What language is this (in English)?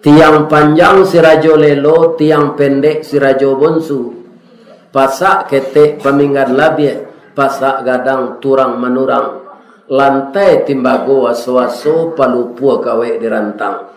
Minangkabau